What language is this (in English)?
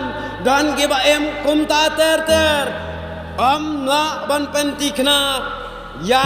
Khasi